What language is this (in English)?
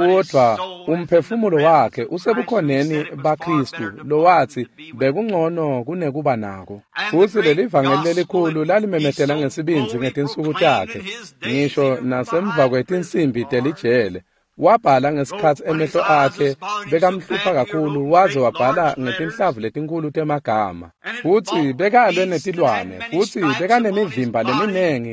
Swati